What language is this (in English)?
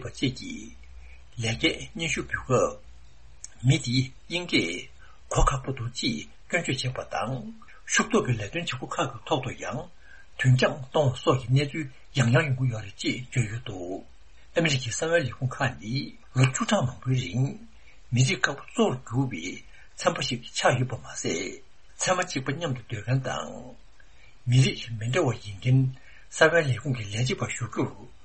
Tibetan